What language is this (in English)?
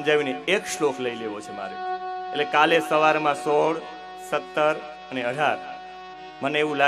Gujarati